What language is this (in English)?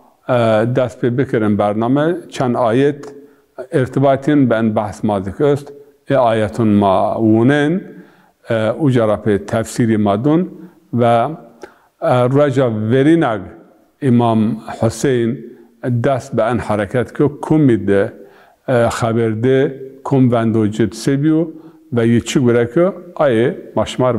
Zaza